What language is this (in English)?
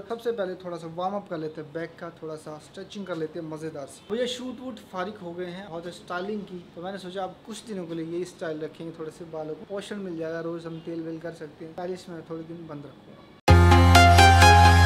Hindi